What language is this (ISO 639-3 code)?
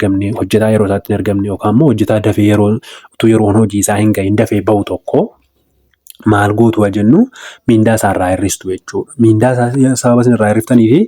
orm